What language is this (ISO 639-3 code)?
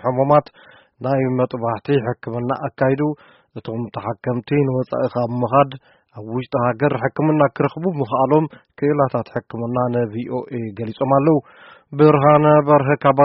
tir